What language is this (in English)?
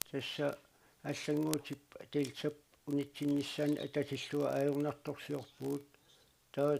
Kalaallisut